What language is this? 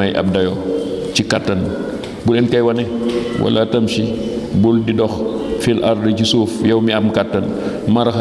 Wolof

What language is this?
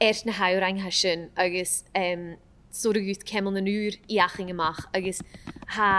Scottish Gaelic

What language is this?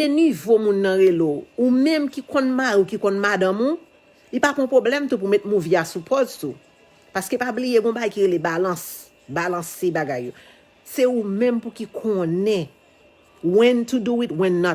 Haitian Creole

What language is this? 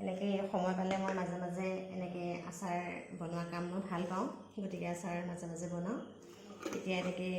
Assamese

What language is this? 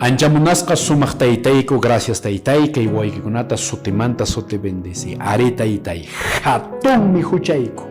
Quechua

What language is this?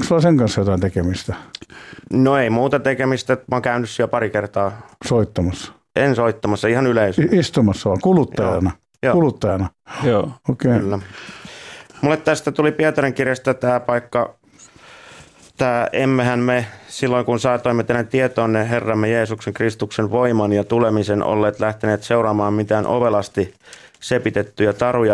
Finnish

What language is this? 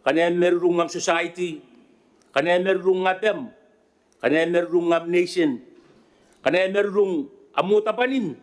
Gilbertese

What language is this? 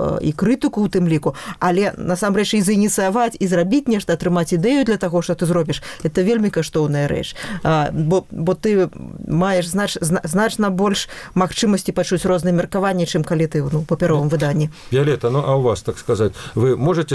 Belarusian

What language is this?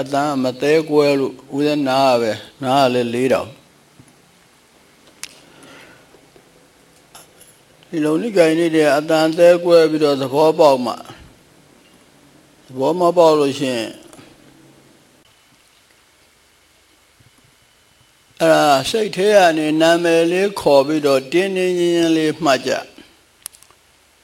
Burmese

